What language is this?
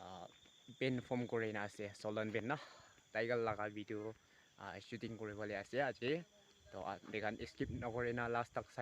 Naga Pidgin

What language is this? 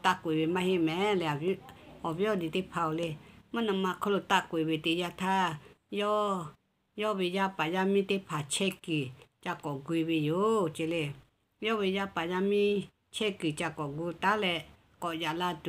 Lahu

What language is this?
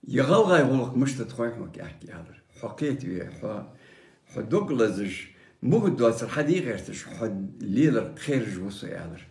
Ingush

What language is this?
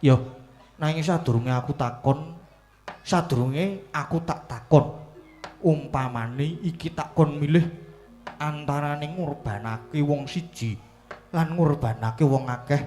Javanese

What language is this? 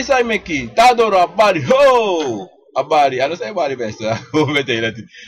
Sranan Tongo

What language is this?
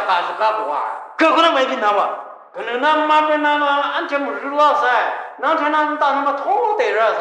Kachin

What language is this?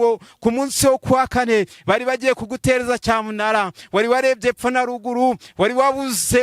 Kinyarwanda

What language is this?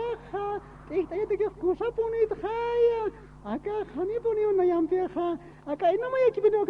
Aymara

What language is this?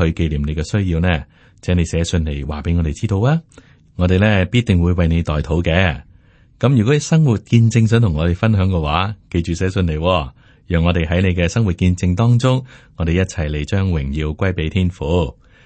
Cantonese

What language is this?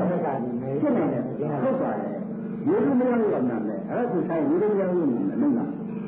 Burmese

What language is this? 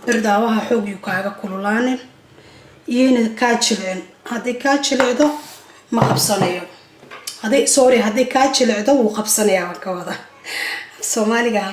Somali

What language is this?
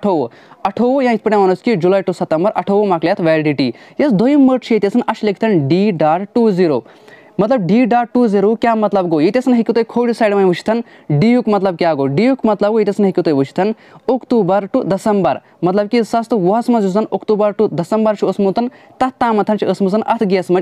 Kashmiri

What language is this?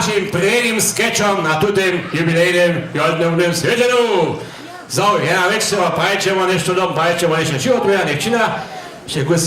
Upper Sorbian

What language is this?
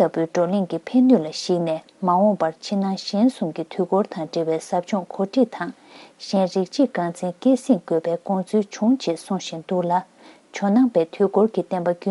Tibetan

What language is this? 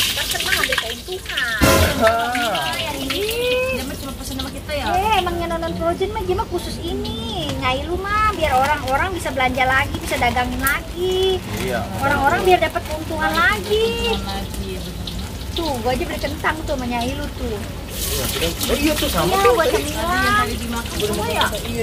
Betawi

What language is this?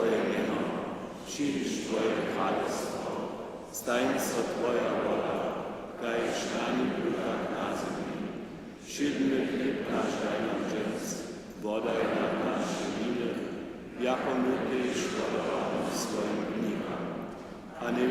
Upper Sorbian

